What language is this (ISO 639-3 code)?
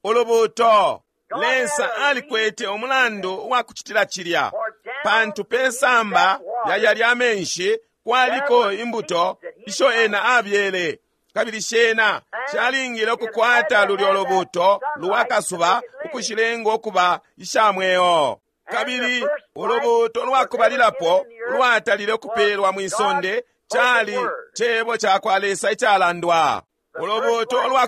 bem